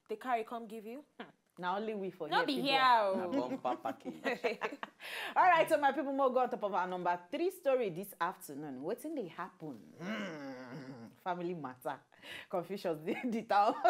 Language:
Nigerian Pidgin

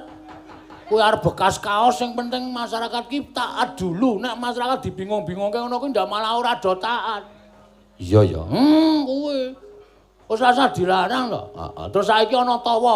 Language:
Javanese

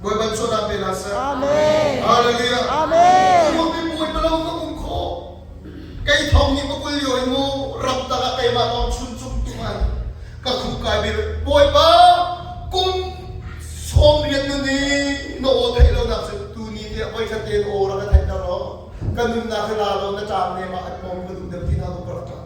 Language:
Hakha Chin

